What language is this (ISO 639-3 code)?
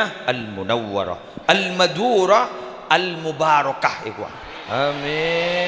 mad